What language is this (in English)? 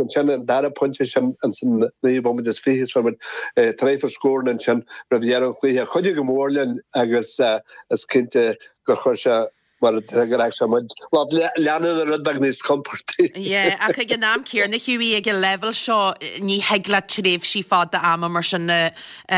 Irish